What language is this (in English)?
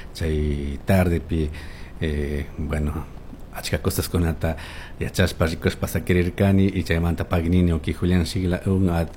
Chimborazo Highland Quichua